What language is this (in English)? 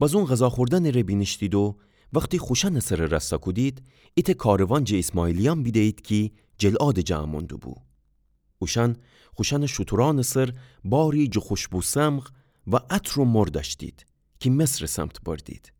Gilaki